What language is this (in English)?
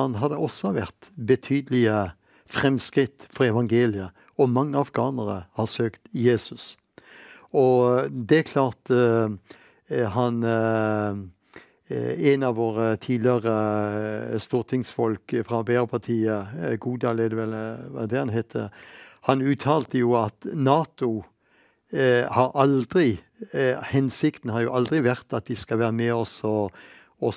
Norwegian